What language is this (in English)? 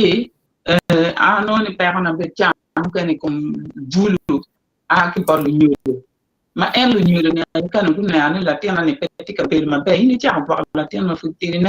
Acoli